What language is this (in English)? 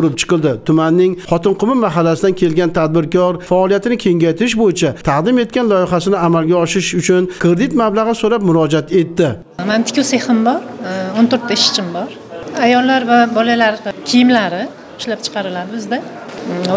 Uzbek